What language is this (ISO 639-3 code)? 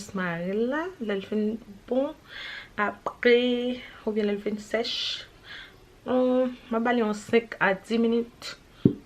hat